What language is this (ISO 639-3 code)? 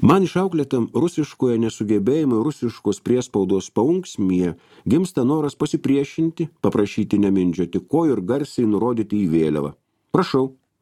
lit